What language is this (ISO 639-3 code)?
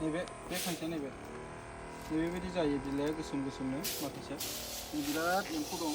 brx